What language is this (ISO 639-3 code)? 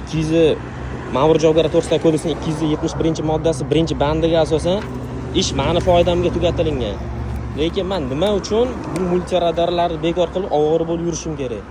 uzb